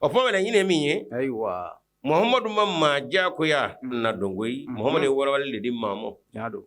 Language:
Bambara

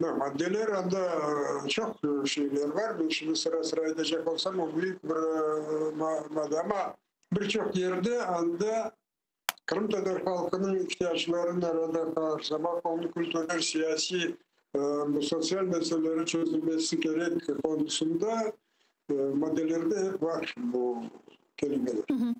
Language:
Crimean Tatar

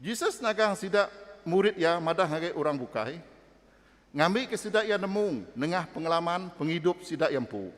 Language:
Iban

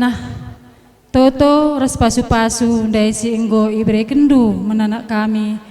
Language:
Batak Karo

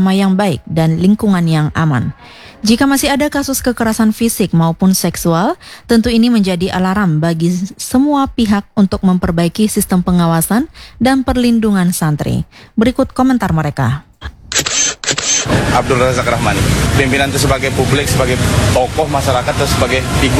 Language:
Indonesian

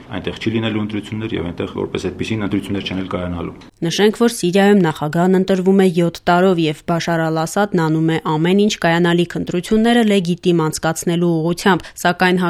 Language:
Armenian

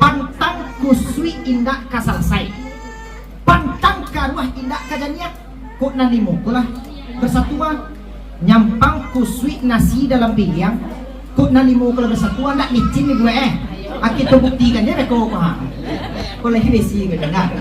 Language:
Minangkabau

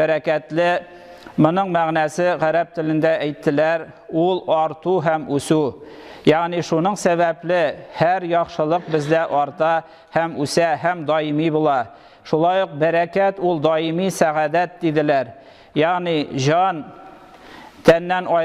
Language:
Tatar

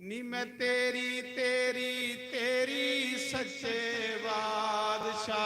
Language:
Dogri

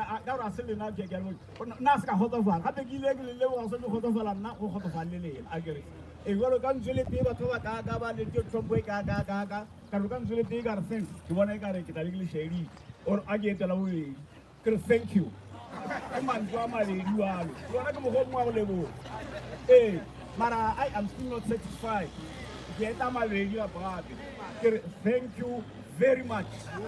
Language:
Northern Sotho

